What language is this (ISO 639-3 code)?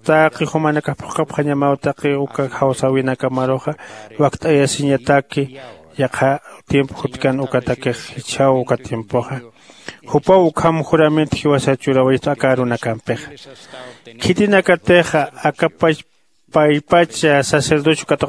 aym